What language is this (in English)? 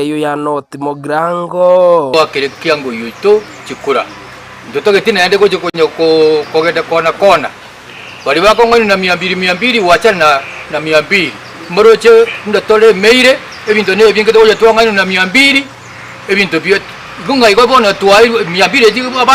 Gusii